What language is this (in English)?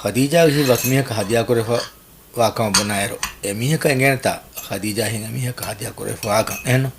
Divehi